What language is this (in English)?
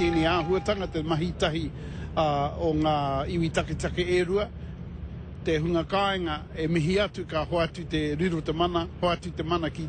Māori